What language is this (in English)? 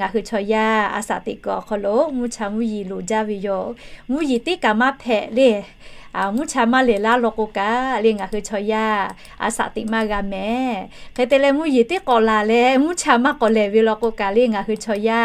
Lahu